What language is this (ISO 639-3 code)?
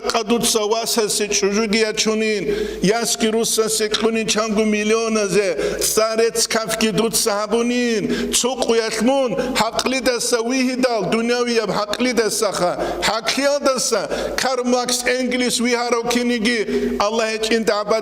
ava